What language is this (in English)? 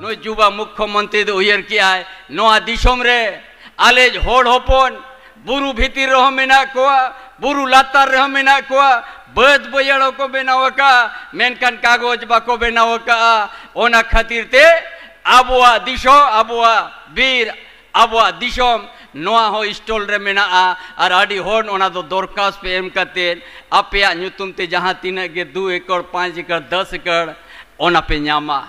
Santali